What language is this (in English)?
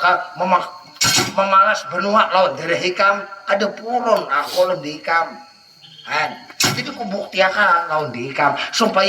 Banjar